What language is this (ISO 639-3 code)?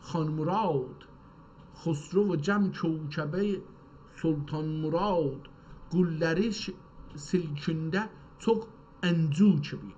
azb